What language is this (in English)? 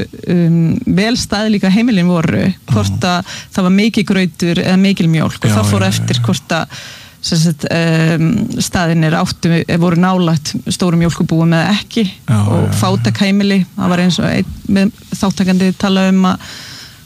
Icelandic